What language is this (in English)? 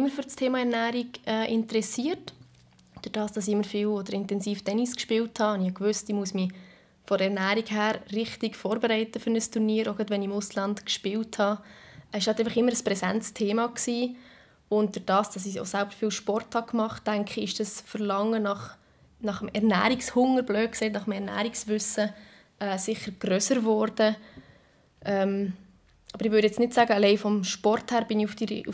Swiss German